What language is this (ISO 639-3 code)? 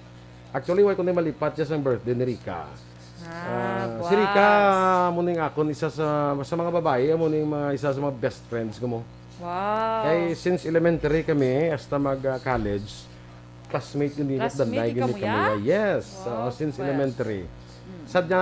hil